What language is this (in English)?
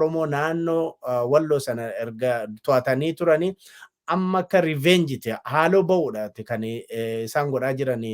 Oromo